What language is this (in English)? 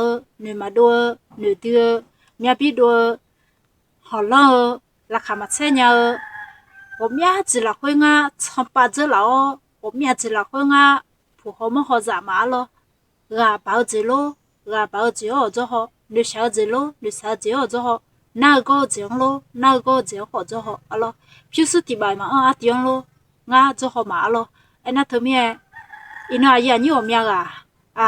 Akha